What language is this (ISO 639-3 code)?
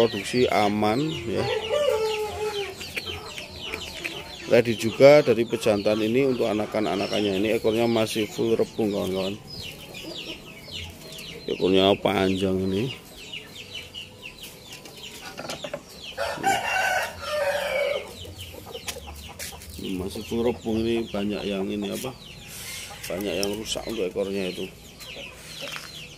ind